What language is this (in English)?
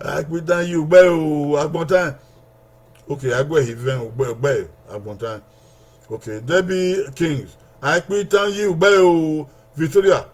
Bini